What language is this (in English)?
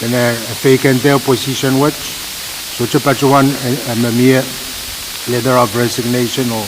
Pohnpeian